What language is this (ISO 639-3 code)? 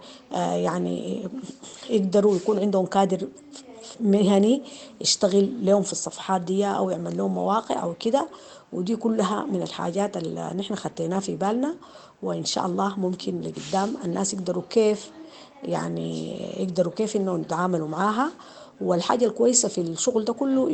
apd